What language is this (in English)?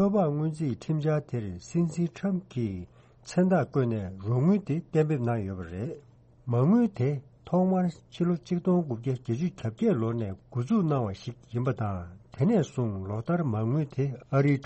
Tibetan